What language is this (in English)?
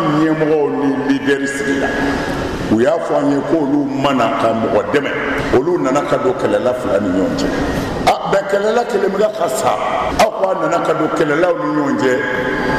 Bambara